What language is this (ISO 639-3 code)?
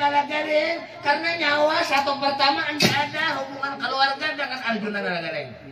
bjn